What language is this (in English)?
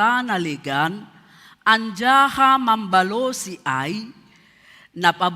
Batak Simalungun